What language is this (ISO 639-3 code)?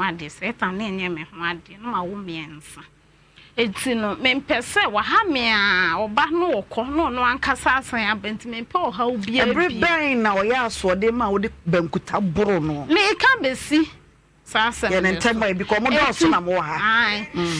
aka